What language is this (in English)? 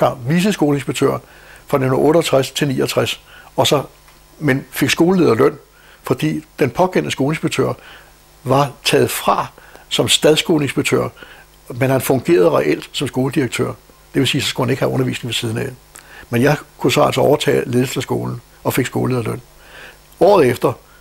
Danish